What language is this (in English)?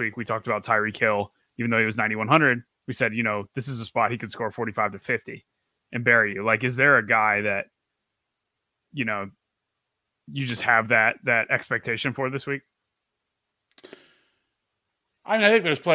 English